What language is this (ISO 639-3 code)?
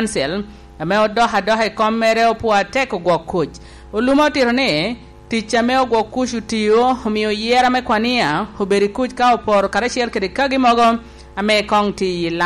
laj